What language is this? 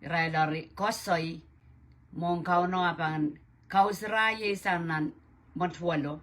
Pohnpeian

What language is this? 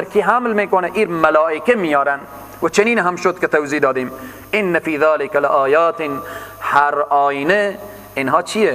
Persian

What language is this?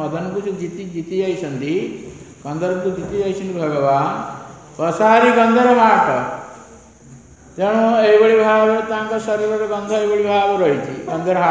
Odia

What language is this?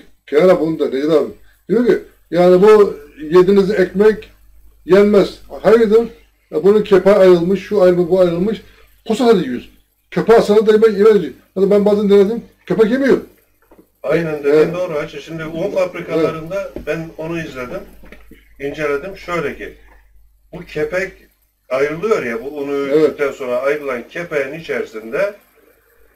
Turkish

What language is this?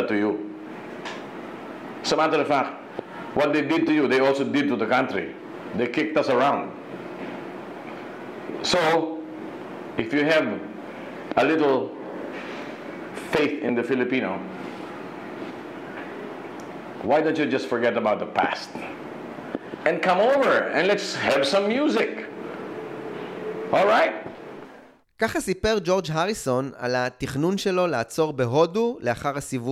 Hebrew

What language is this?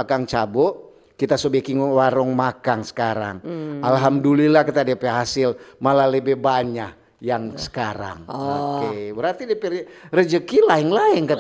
Manado Malay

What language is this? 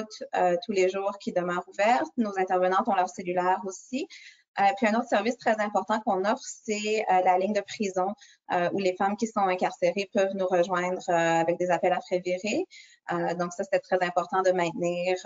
French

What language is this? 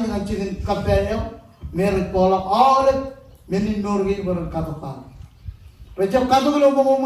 Marshallese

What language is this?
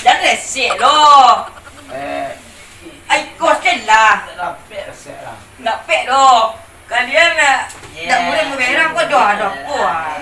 Minangkabau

